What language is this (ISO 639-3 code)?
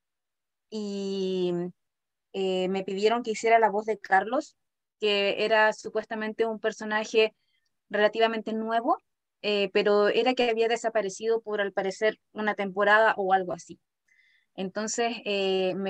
spa